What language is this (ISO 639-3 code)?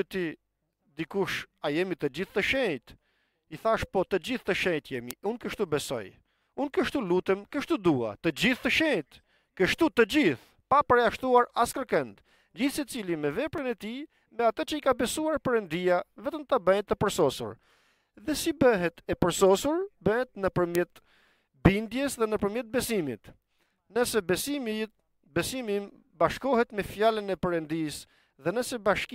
sqi